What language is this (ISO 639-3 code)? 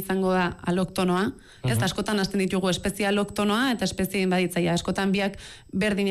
eus